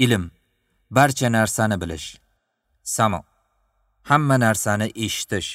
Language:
Uzbek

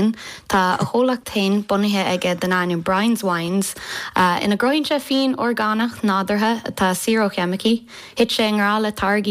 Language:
Irish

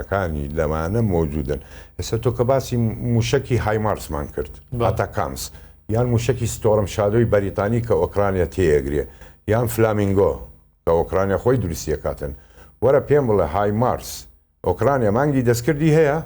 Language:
Central Kurdish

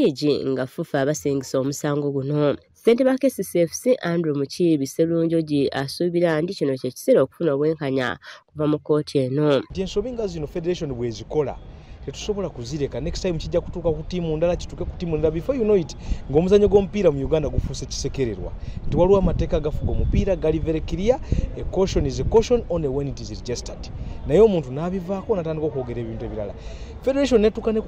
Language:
Ganda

